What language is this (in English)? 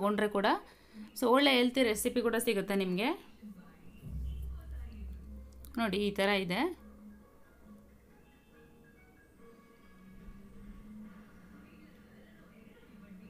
Kannada